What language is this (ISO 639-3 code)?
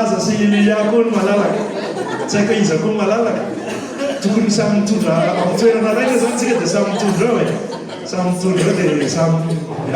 mlg